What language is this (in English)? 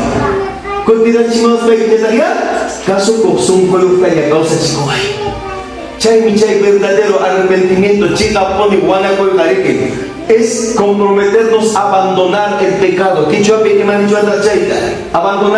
Ayacucho Quechua